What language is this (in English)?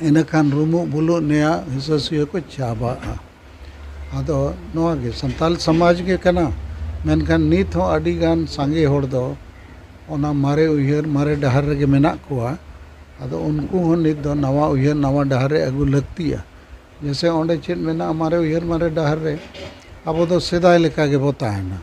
Santali